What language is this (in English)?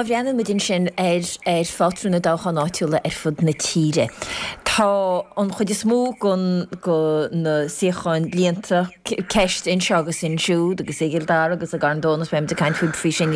Irish